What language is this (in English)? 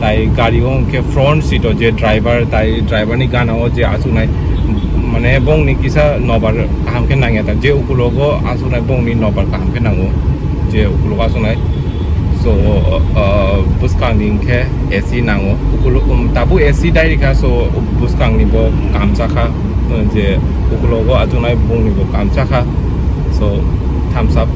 Kok Borok